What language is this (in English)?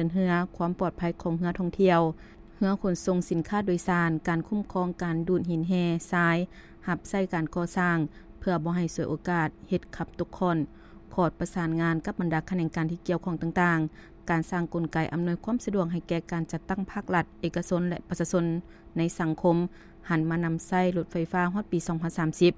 Lao